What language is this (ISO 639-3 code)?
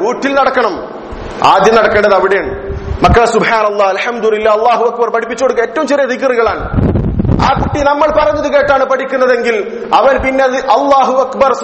mal